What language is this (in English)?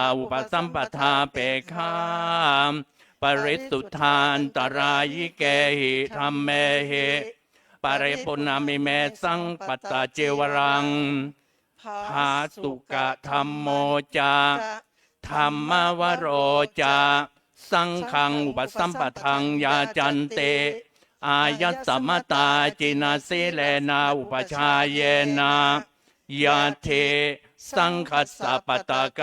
Pali